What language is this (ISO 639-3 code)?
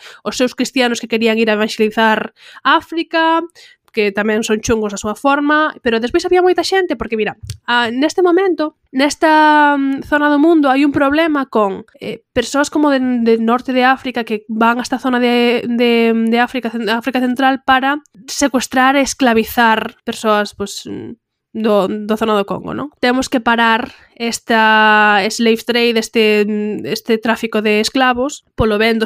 glg